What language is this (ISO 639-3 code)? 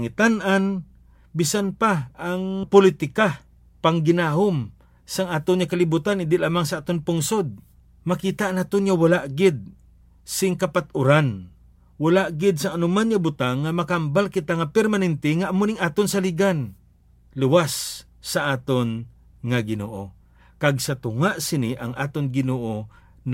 hil